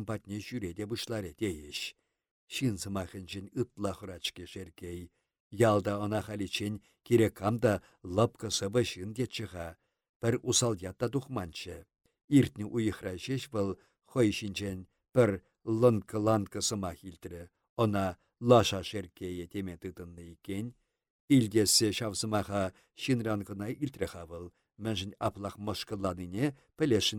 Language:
Chuvash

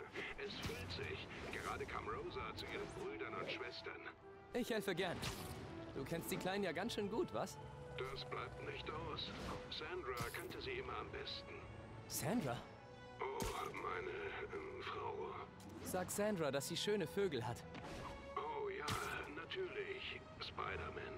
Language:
German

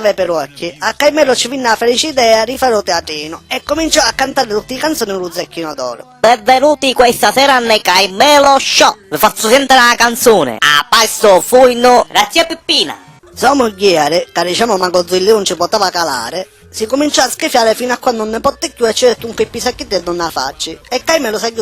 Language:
Sicilian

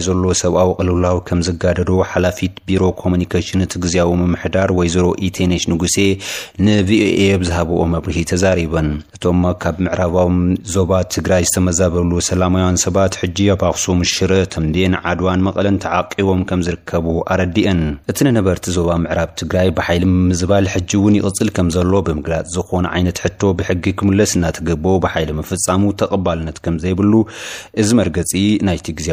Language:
Tigrinya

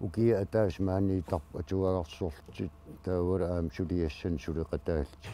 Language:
Kalaallisut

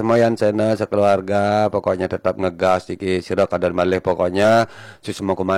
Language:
Balinese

